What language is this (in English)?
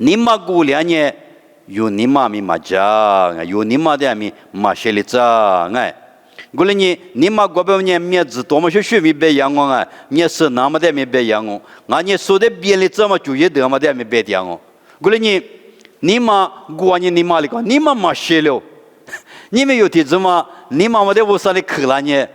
Lisu